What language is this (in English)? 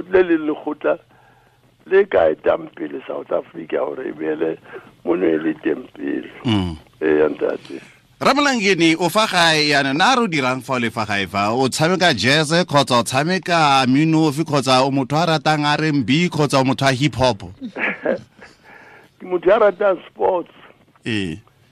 Tswana